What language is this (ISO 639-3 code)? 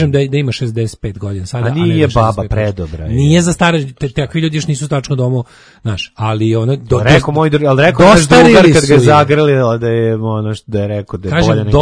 srp